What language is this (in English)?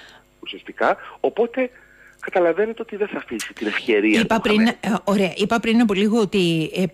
Greek